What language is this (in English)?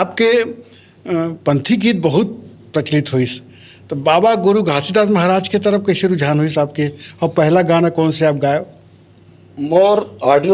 Chhattisgarhi